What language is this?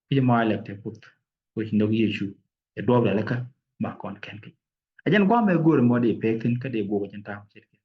Nuer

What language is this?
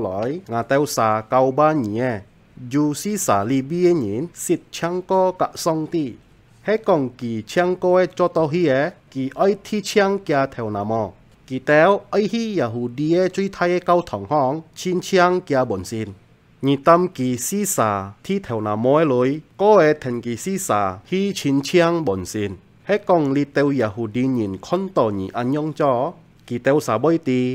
Hakka Chinese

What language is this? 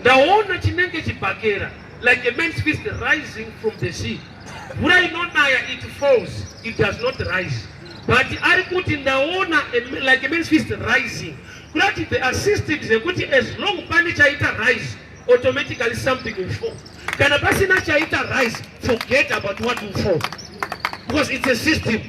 Shona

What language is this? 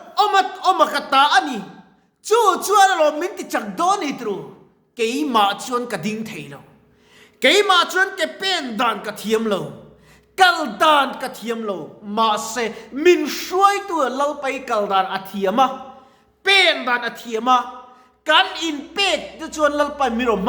Mizo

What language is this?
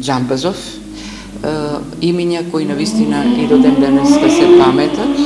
Macedonian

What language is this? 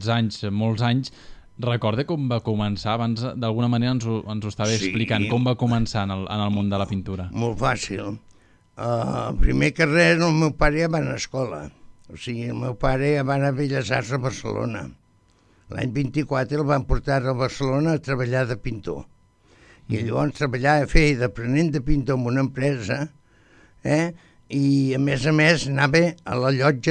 Catalan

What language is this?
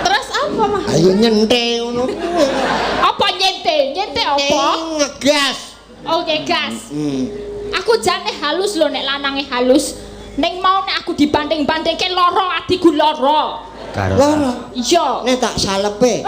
Javanese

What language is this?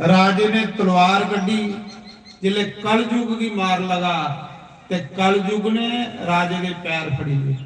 Dogri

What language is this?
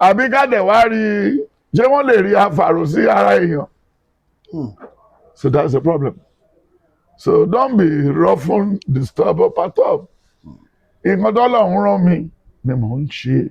Yoruba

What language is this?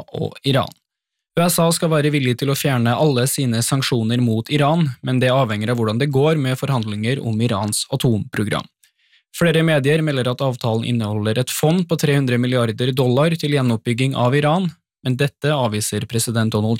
Norwegian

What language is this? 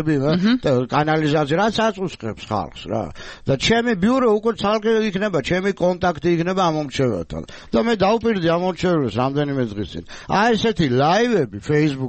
Georgian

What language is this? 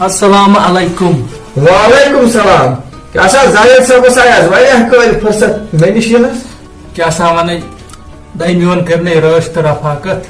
Kashmiri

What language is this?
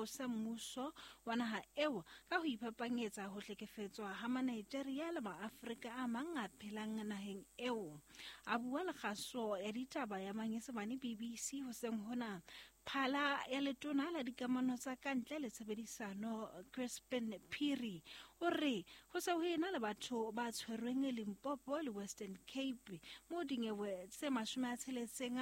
Southern Sotho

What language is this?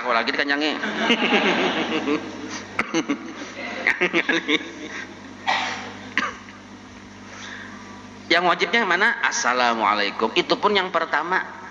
Banjar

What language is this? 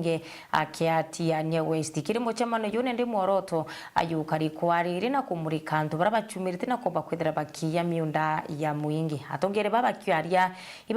Meru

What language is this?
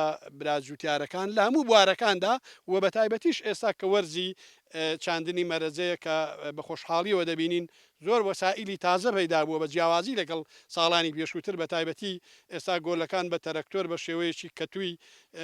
Central Kurdish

